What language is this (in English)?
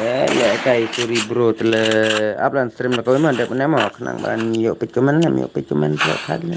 Khasi